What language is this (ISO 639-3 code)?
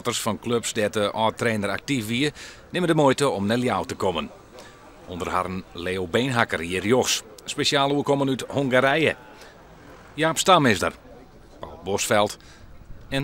fry